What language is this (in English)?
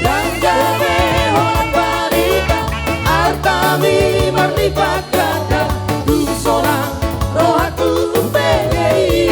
Batak Toba